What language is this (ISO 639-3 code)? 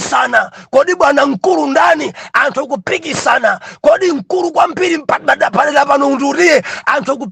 nya